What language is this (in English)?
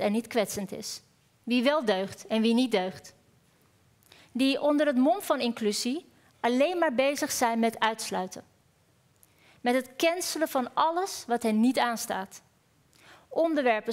Dutch